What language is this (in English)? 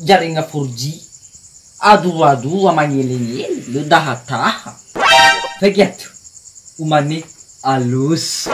Nias